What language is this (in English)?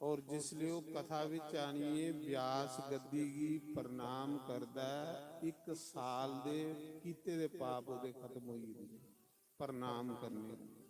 Dogri